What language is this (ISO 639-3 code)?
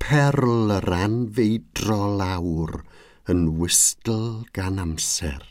cym